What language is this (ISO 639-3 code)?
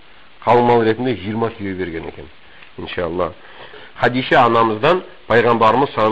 kaz